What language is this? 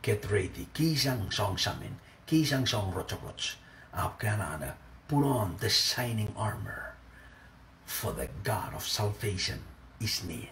Pohnpeian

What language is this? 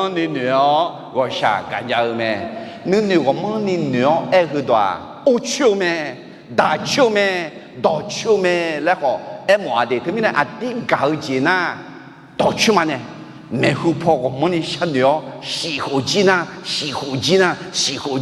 Akha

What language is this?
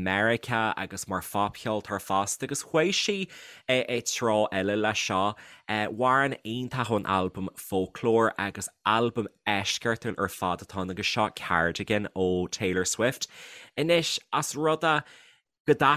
Irish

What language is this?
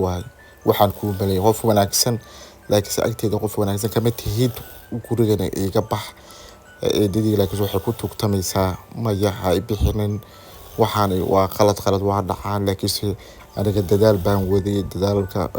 Somali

